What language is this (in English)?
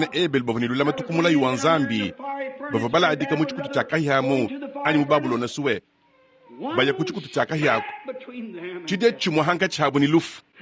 Luba-Lulua